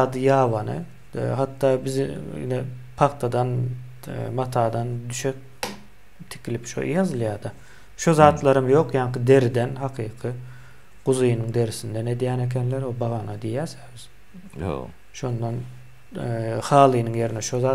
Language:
Turkmen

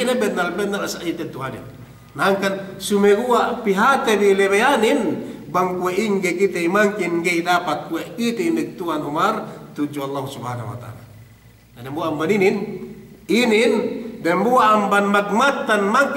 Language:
Yakan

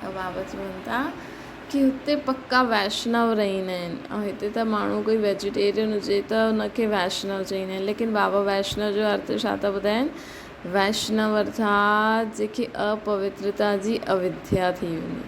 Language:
Sindhi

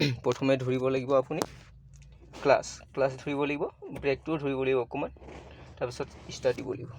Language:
Assamese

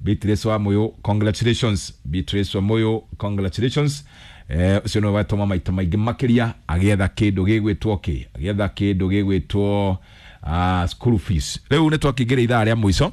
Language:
Kikuyu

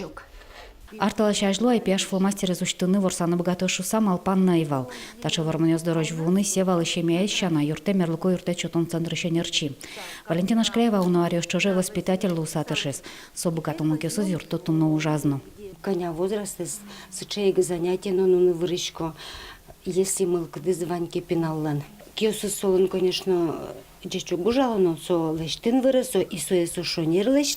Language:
Udmurt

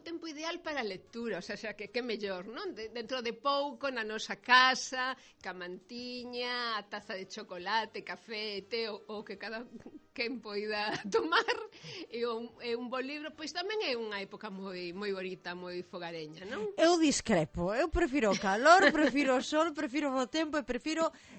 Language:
Galician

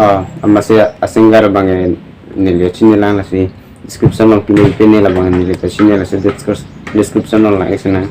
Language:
Karbi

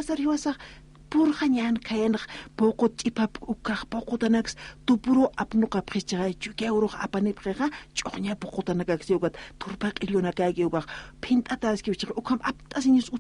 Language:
Aymara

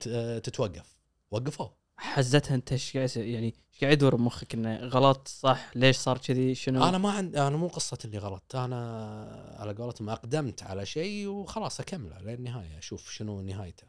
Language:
Gulf Arabic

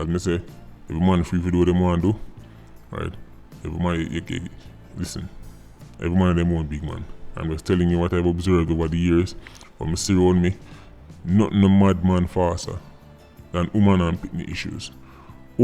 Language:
Jamaican Creole English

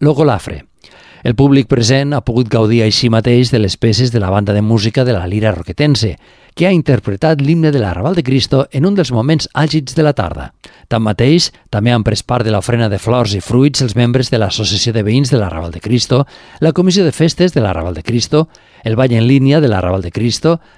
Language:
Catalan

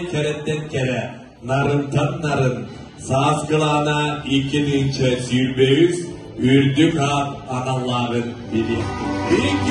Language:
Yakut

